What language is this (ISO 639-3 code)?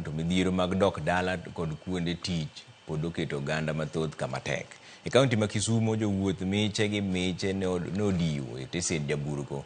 luo